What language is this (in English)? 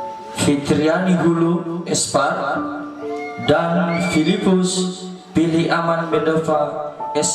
Nias